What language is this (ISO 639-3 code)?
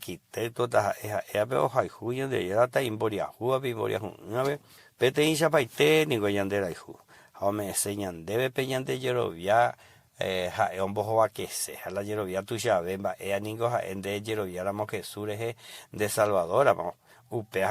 grn